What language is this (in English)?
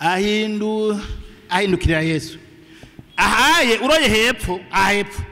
Rundi